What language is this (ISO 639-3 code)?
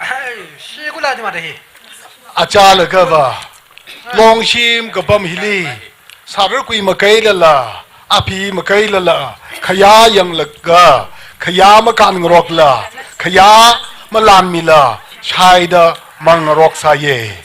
nmf